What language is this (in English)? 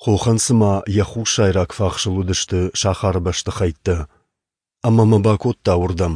Ossetic